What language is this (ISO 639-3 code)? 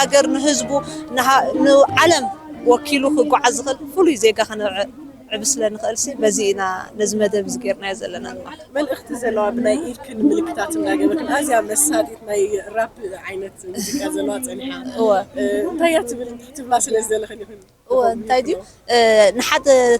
tir